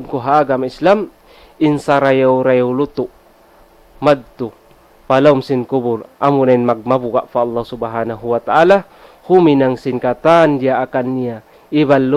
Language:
Tausug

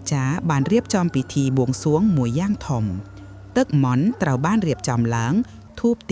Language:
Khmer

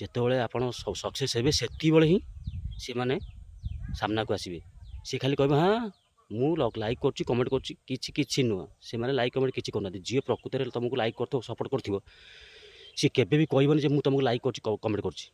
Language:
Odia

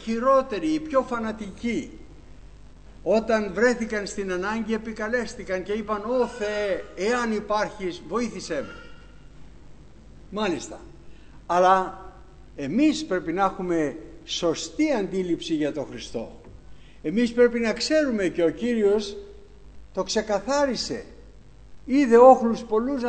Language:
Greek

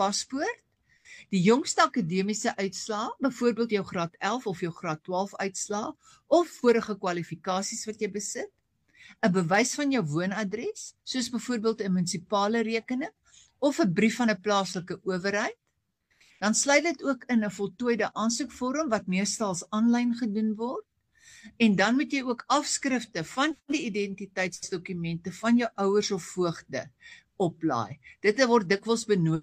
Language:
Afrikaans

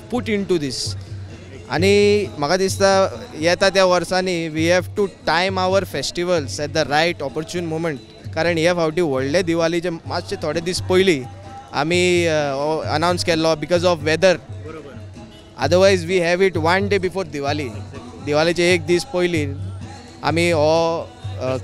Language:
Konkani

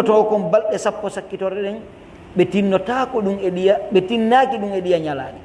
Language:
Fula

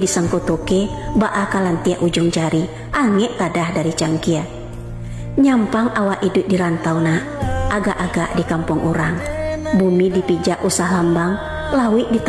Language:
Minangkabau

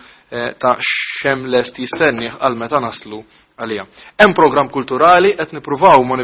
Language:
Maltese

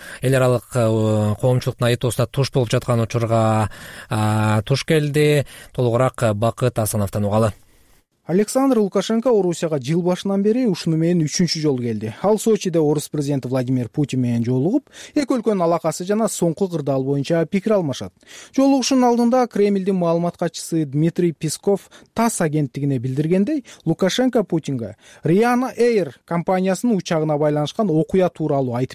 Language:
Kyrgyz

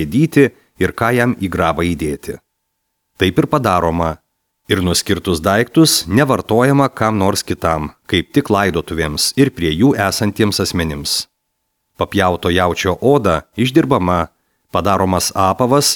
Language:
Lithuanian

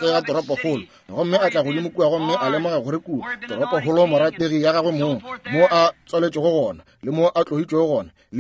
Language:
Northern Sotho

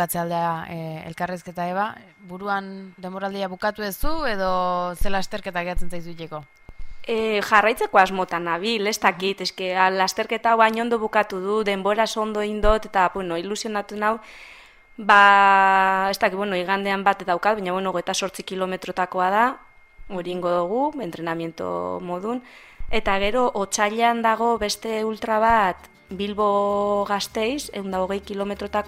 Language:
Basque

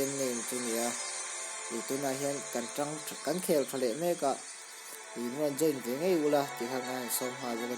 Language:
Mizo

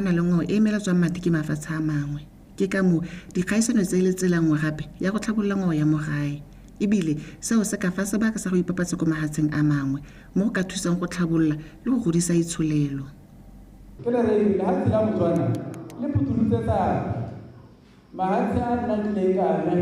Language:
Tswana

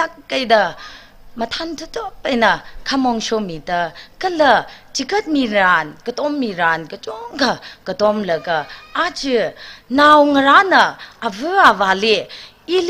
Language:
Tangkhul Naga (India)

